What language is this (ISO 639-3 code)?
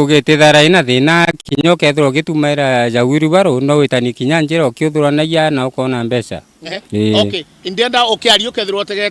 mer